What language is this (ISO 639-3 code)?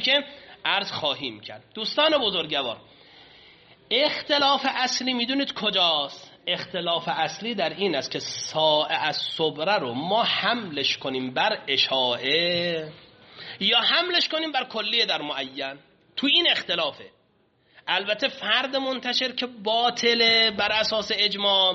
fas